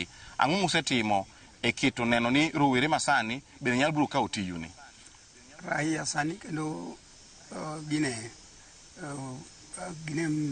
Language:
Luo (Kenya and Tanzania)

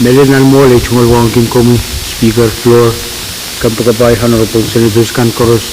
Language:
Pohnpeian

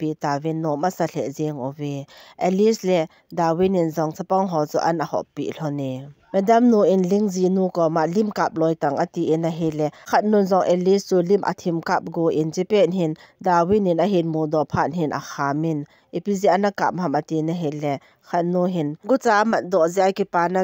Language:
Thado Chin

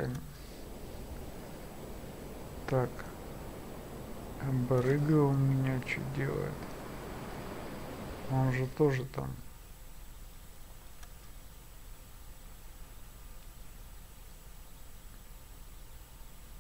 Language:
Russian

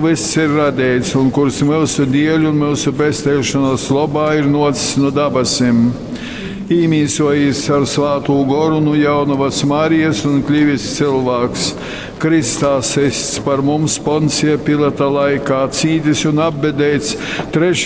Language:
Latgalian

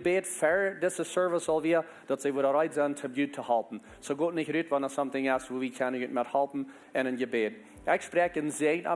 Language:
Plautdietsch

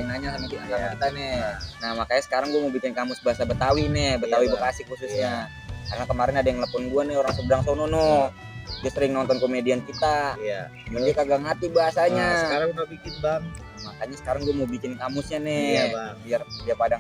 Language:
Betawi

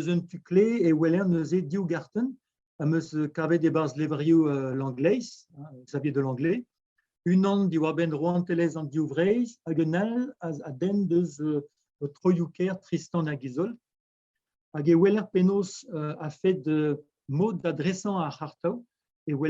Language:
Breton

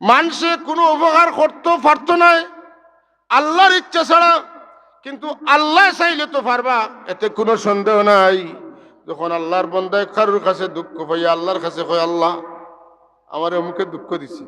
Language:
Sylheti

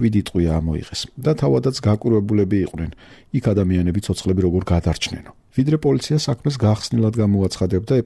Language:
Georgian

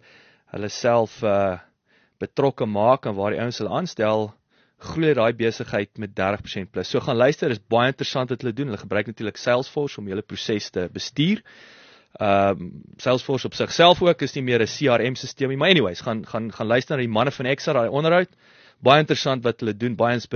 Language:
Afrikaans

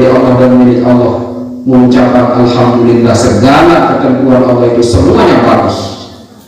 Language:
Sasak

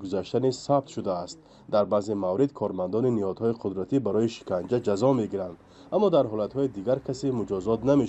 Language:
Tajik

